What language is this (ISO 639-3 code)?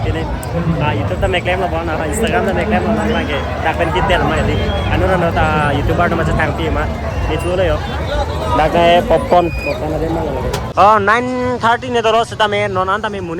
mjw